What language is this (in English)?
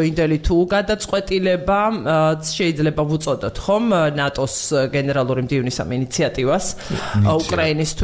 Georgian